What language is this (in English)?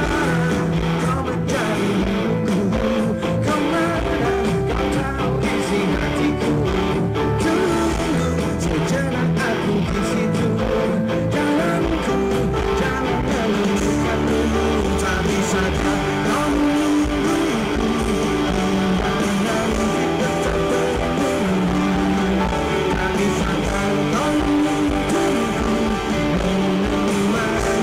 Indonesian